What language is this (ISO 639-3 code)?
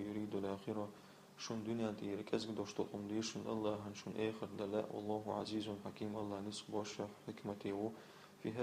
che